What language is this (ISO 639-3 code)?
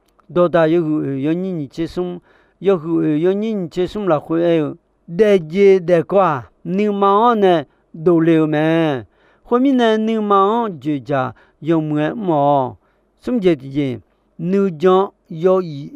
ahk